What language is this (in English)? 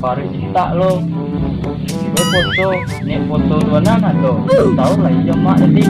Minangkabau